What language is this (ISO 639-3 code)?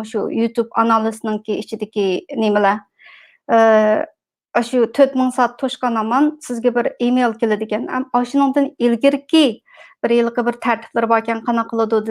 uig